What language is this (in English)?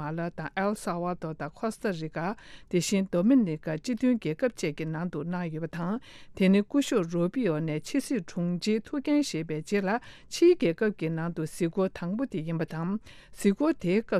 Tibetan